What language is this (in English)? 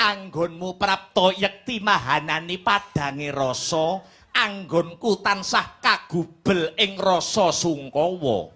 Javanese